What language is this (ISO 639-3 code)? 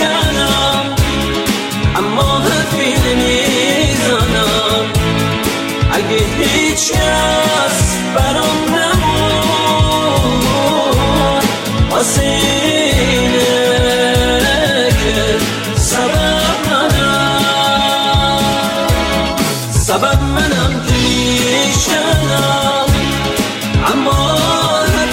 fas